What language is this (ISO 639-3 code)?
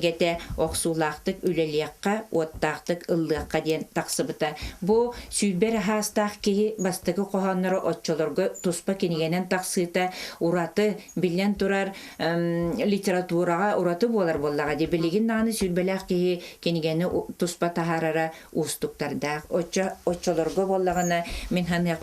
sah